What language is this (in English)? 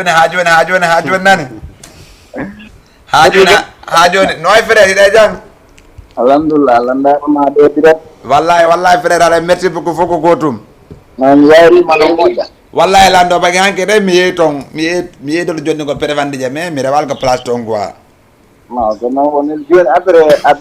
Fula